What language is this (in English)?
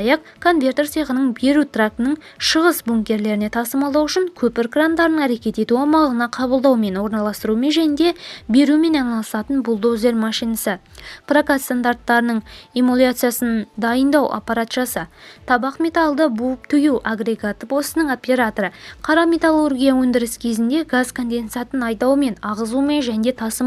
Kazakh